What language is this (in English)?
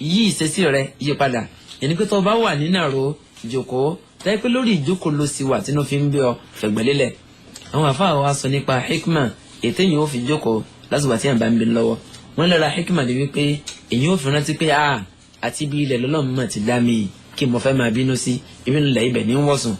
Yoruba